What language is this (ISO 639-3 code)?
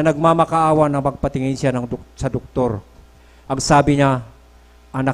fil